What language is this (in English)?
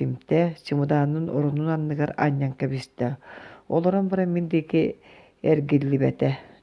Yakut